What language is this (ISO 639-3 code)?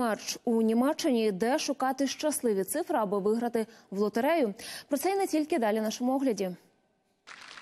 ukr